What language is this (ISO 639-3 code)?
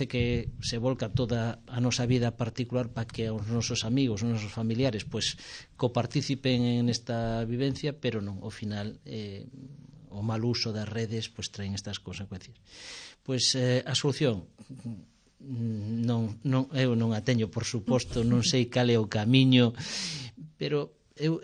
glg